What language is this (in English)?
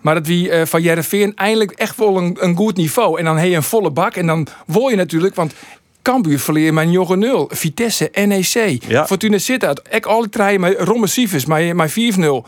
Western Frisian